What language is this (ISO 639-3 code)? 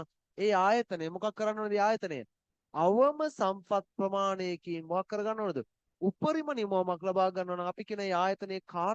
sin